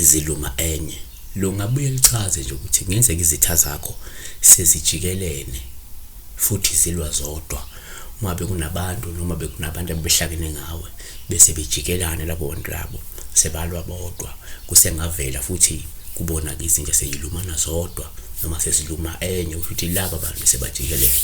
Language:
Zulu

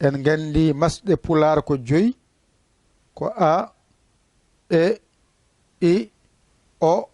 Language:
Fula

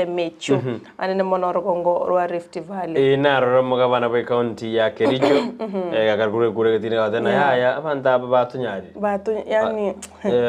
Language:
Gusii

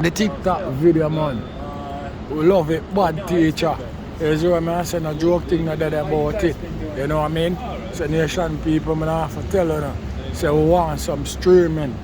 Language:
Jamaican Creole English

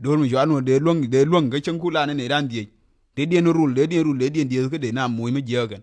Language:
Nuer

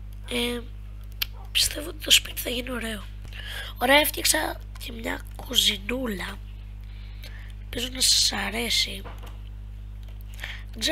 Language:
Greek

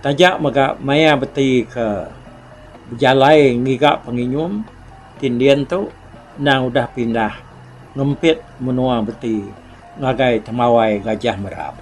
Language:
Iban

